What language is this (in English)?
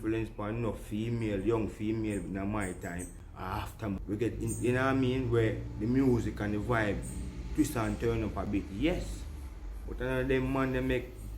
Jamaican Creole English